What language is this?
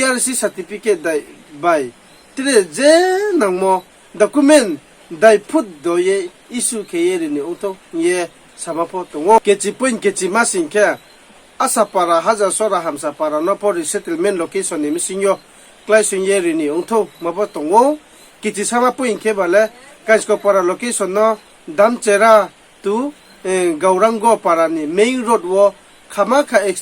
Riang (India)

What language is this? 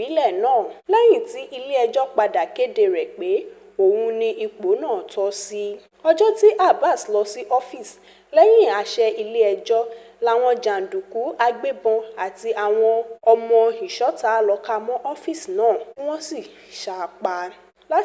Yoruba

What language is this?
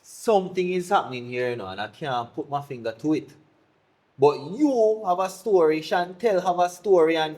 Jamaican Creole English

